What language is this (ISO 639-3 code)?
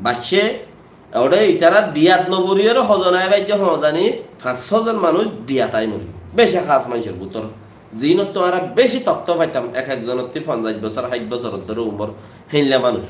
rhg